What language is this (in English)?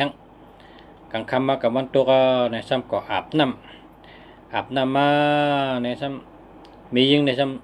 Shan